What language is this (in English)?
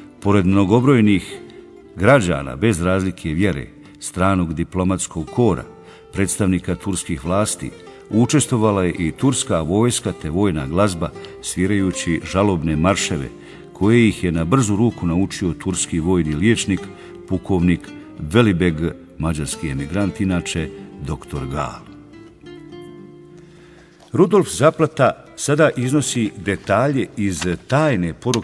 Bosnian